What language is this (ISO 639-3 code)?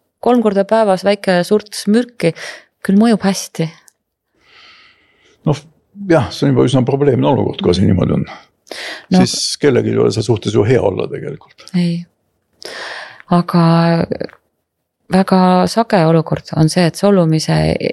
est